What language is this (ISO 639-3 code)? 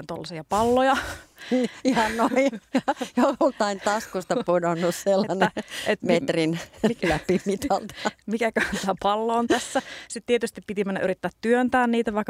fin